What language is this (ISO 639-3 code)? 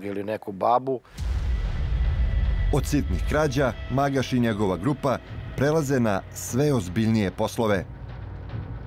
srp